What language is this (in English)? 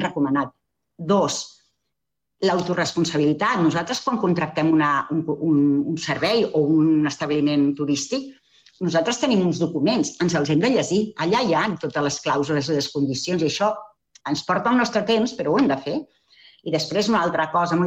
Catalan